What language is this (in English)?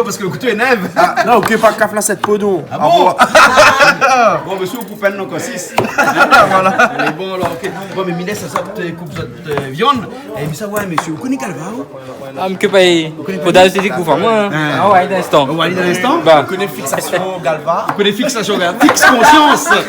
Réunion Creole French